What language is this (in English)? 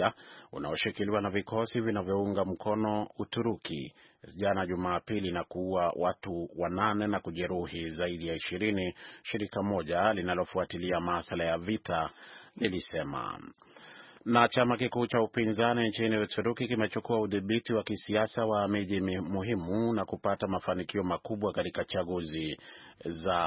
Swahili